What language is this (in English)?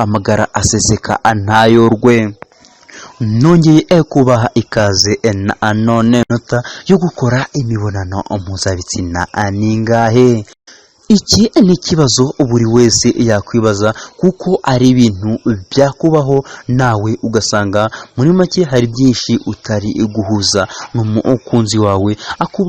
Kinyarwanda